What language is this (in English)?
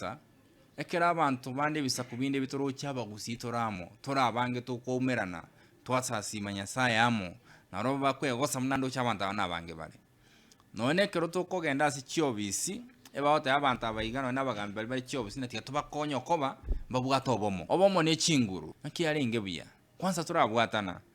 Gusii